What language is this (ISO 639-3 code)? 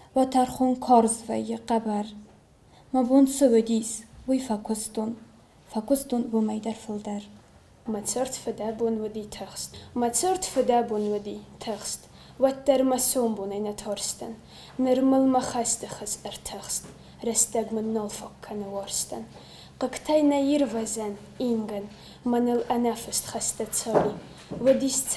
oss